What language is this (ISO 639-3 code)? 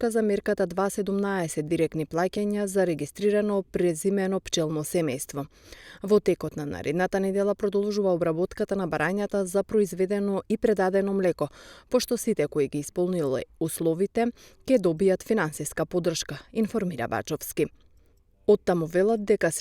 mkd